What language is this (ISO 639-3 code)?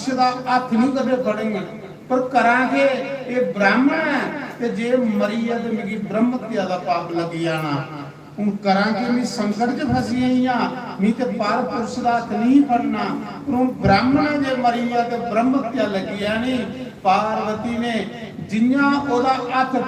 doi